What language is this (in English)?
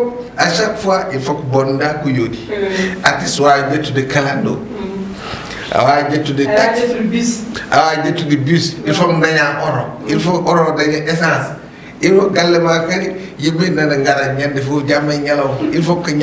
Fula